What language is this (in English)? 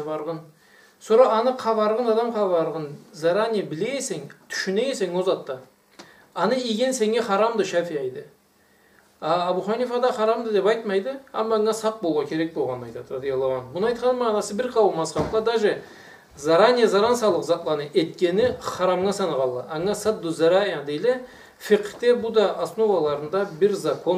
Karachay-Balkar